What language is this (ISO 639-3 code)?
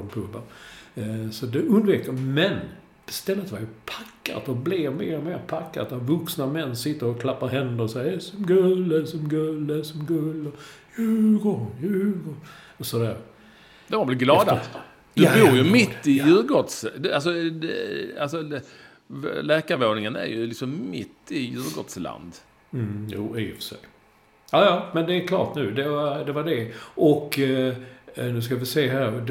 swe